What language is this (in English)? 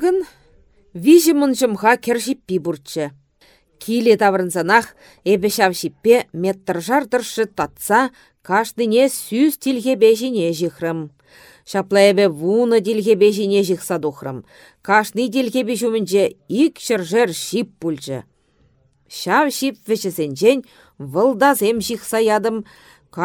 Chuvash